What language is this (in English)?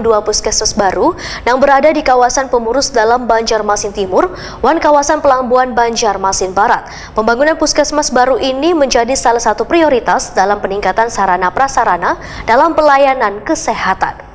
Banjar